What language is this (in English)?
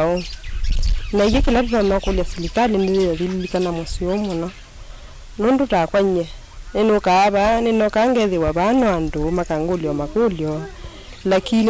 Kamba